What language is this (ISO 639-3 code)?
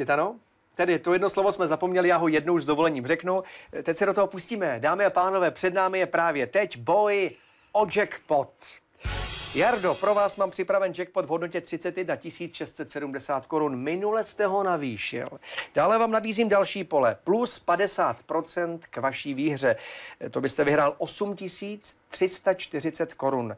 ces